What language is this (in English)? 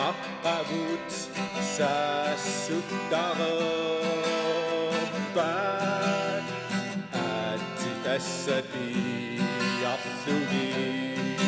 Kalaallisut